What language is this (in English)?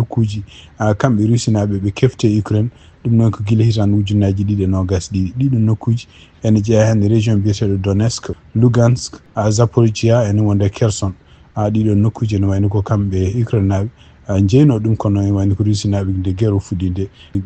Fula